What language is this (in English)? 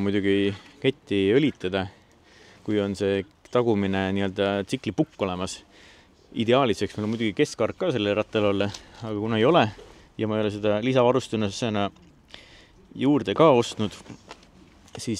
Estonian